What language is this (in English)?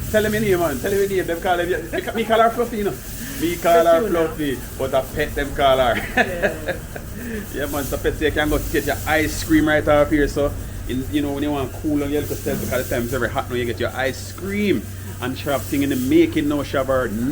Jamaican Creole English